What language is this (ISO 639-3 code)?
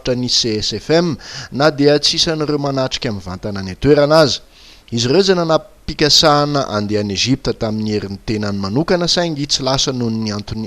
mlg